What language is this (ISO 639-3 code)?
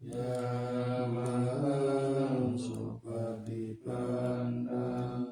pli